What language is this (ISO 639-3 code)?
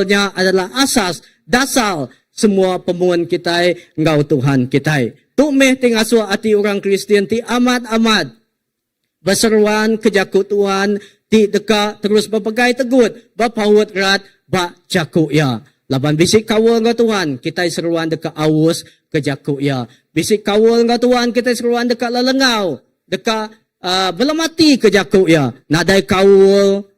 iba